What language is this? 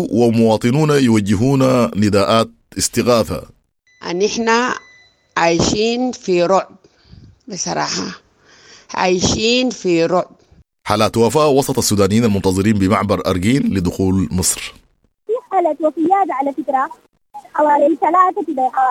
Sudanese Arabic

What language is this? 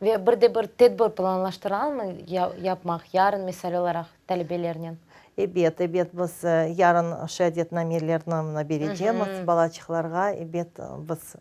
Crimean Tatar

